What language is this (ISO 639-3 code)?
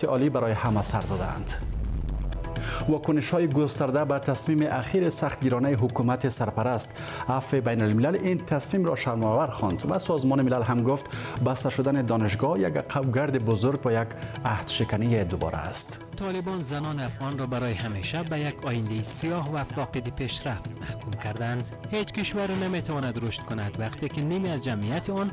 fas